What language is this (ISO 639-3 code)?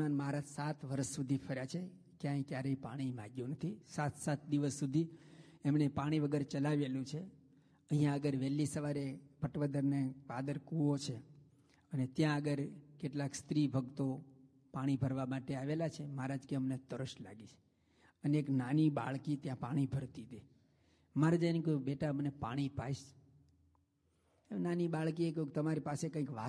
guj